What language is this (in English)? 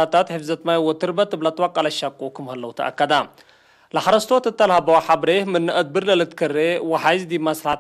Tigre